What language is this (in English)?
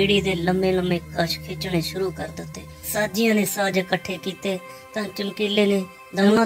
Punjabi